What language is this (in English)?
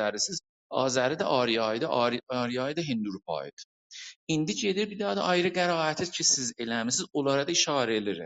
South Azerbaijani